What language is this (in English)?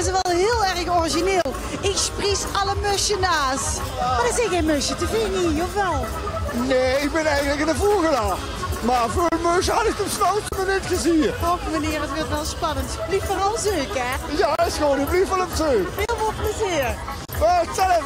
Limburgish